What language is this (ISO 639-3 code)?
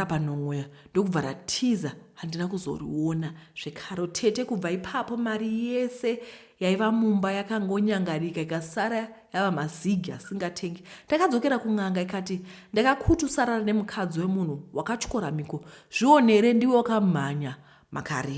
sna